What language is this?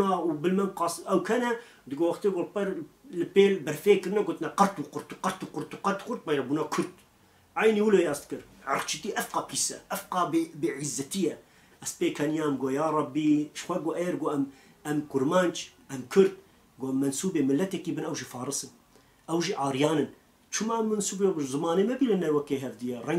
Kurdish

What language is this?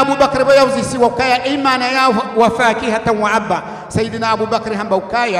Ngazidja Comorian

